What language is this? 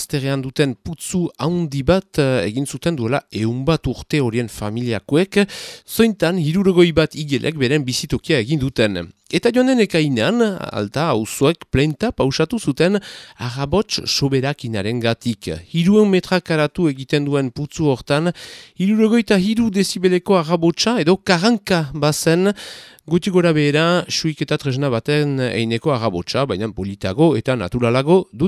Basque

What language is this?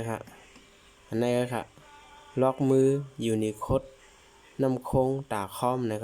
Shan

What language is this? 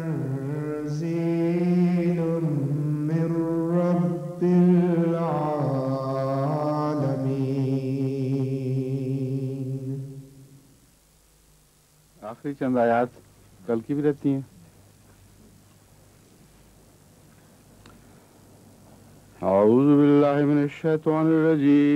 Urdu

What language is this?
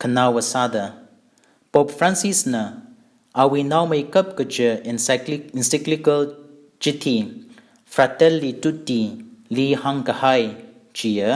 Tangkhul Naga (India)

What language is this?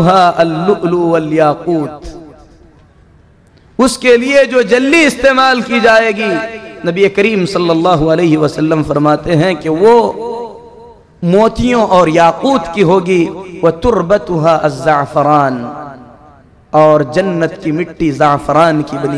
Urdu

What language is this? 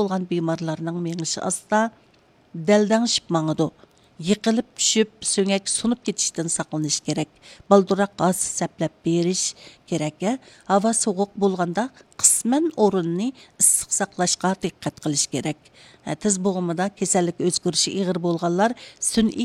Uyghur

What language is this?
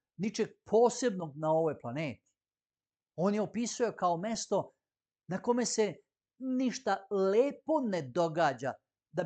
Macedonian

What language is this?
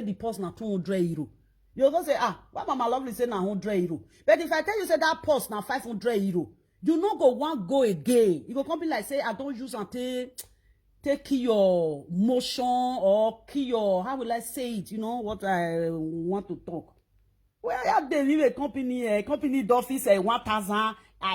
Nigerian Pidgin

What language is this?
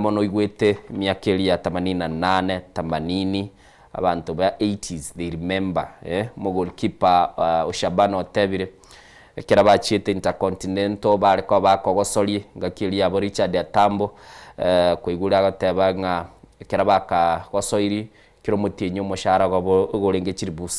Gusii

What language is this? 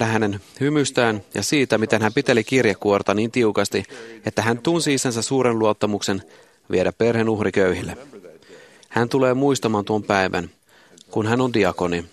Finnish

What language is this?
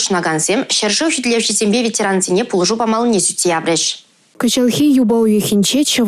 Chuvash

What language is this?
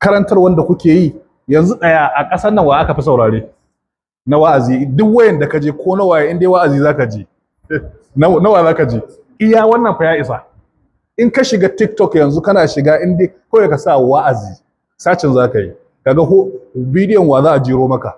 Hausa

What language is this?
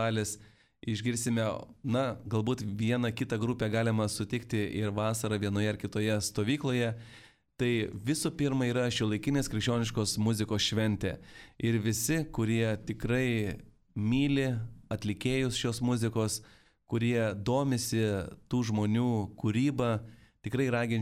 Lithuanian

